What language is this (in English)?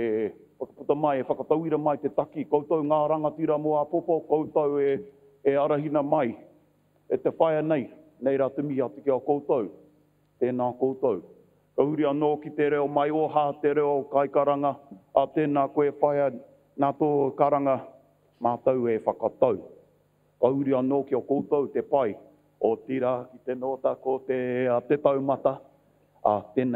Māori